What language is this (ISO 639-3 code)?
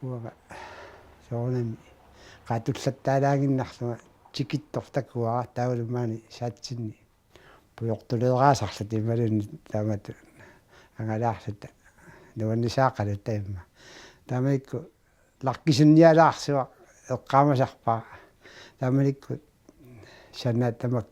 kal